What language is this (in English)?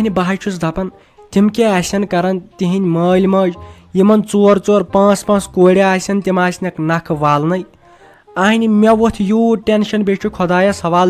Kashmiri